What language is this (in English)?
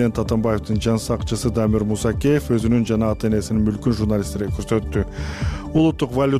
Kyrgyz